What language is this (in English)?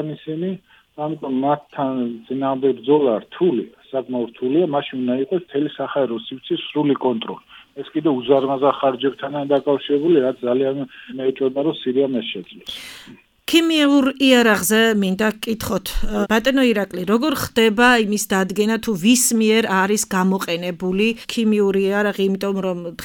Georgian